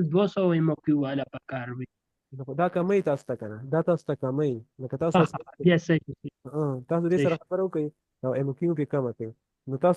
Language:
Pashto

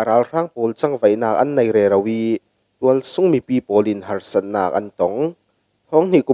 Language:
Falam Chin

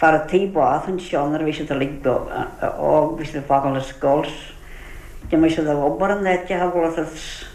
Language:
Irish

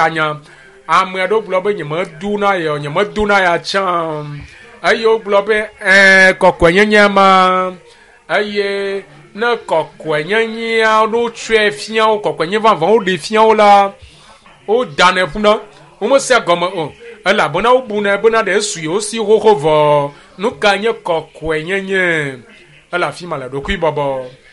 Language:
Ewe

